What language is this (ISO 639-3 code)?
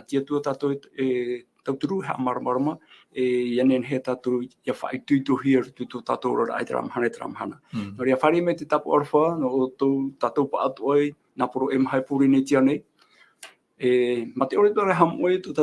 tah